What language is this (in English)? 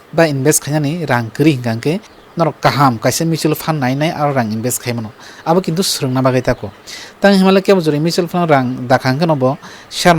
Kok Borok